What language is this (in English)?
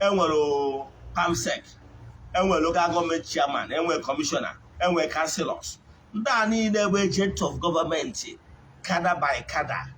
Igbo